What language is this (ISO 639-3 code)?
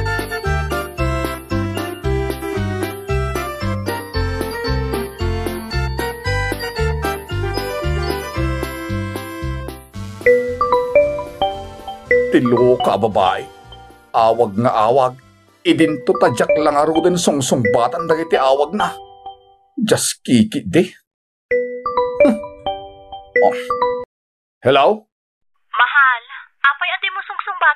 ilo